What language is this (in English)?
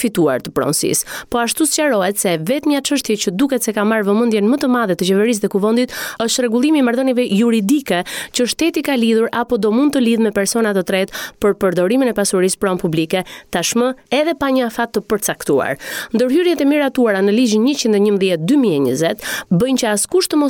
Albanian